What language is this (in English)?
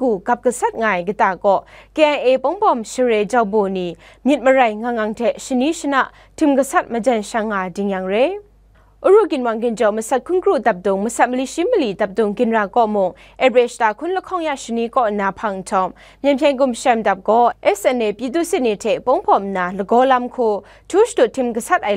Kachin